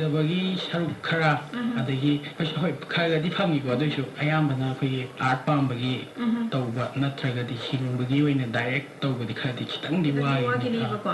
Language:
Manipuri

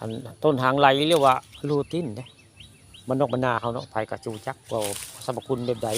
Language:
Northeastern Thai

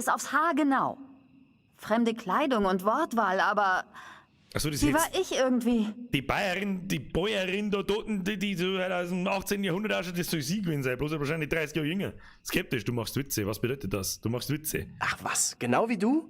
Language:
Bavarian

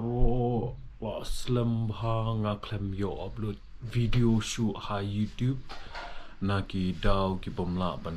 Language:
Khasi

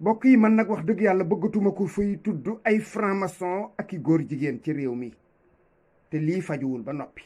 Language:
Wolof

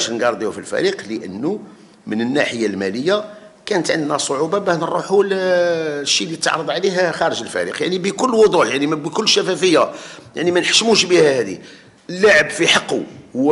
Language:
Algerian Arabic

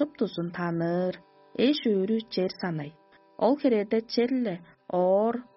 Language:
Tuvinian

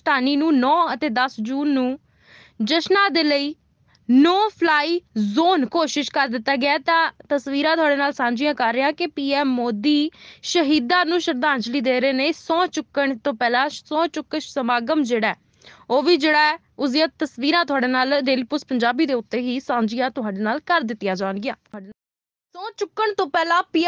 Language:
Punjabi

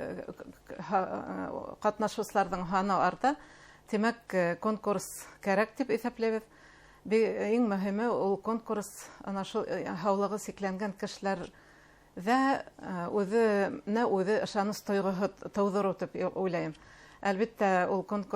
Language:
Bashkir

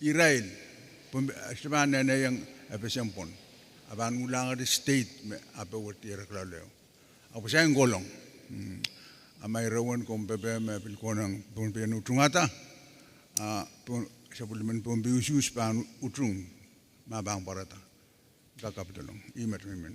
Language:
Pohnpeian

